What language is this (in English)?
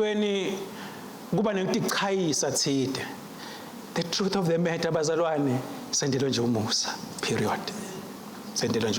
Swati